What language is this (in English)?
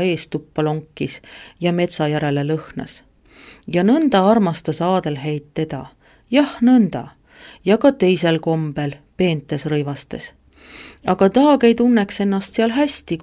Estonian